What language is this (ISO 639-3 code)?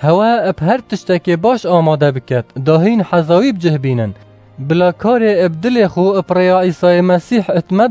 kur